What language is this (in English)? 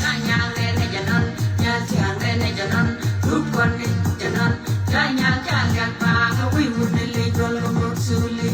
Nuer